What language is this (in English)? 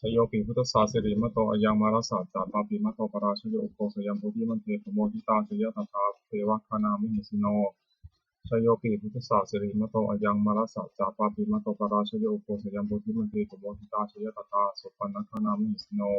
Pali